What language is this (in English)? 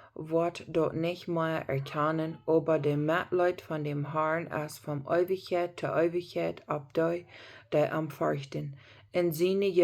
Plautdietsch